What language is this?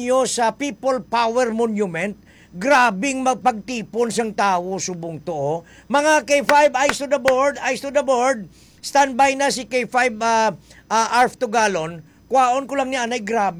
Hiligaynon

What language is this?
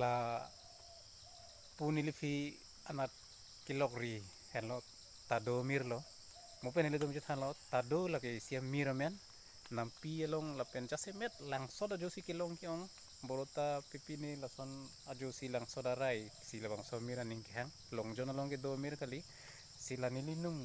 Karbi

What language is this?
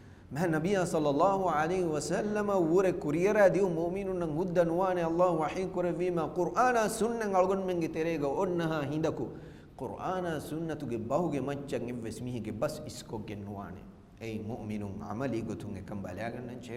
Divehi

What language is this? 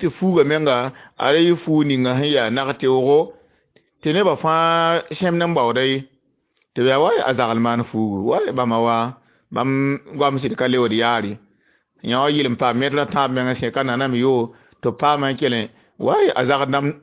Mossi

